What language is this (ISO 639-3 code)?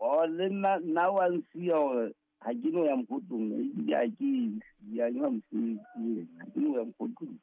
sot